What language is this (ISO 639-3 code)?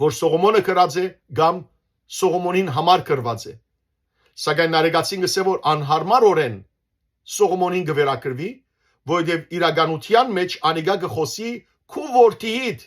hyw